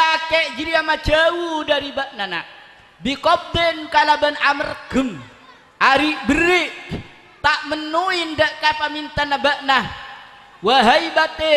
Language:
Madurese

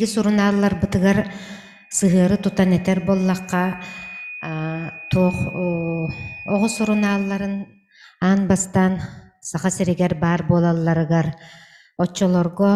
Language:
Yakut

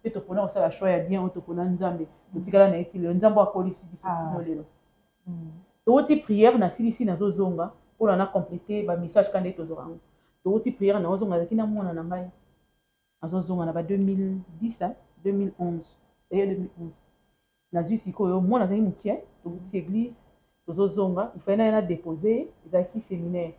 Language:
Lingala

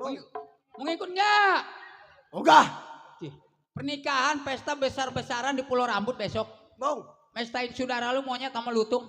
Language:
Betawi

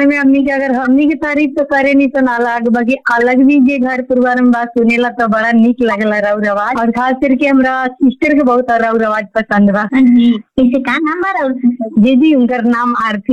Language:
Bhojpuri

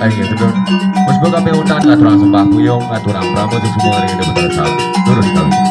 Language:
Balinese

